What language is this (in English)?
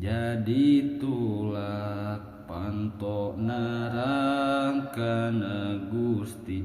Sundanese